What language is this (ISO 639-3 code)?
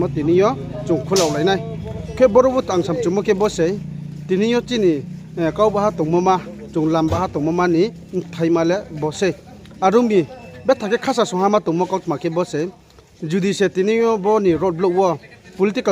ria